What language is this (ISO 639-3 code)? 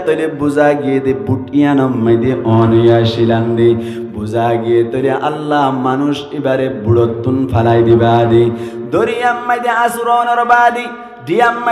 rhg